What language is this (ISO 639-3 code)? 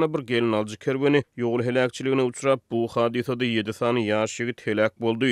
tuk